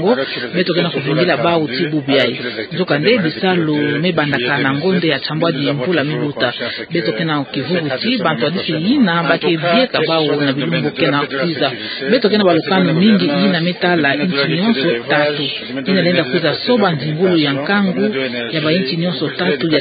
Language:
Kituba (Democratic Republic of Congo)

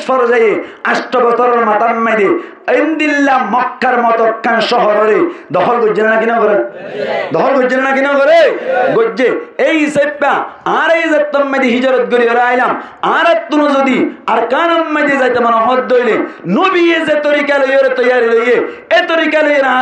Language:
Rohingya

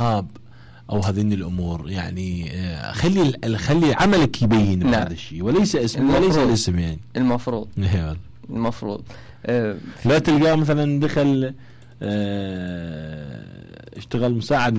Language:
Mesopotamian Arabic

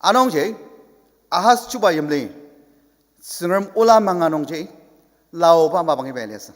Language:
Ao Naga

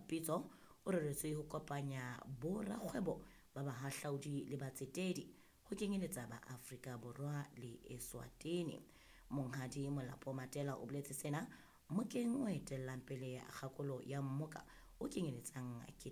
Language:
Southern Sotho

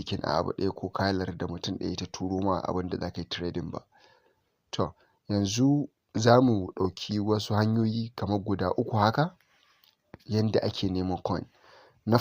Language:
Hausa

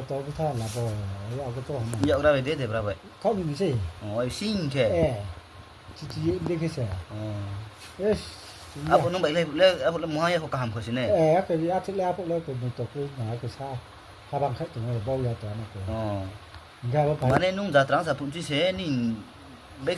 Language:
Riang (India)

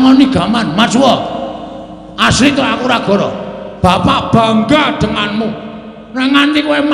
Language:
Javanese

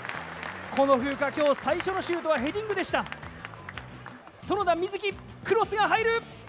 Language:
Japanese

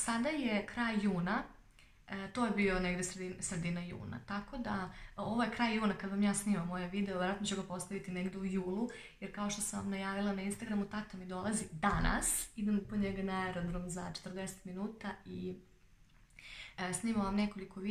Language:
Serbian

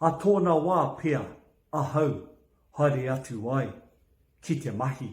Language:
Māori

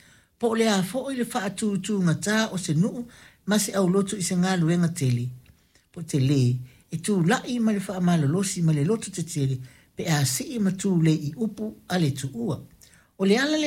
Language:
Samoan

